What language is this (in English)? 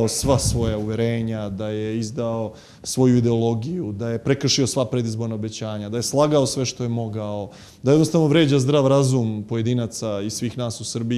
Serbian